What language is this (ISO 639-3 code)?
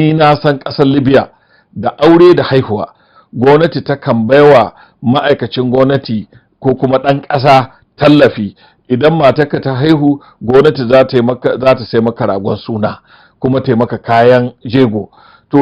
hau